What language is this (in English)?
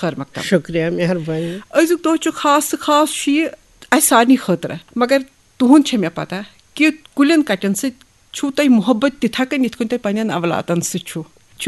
Kashmiri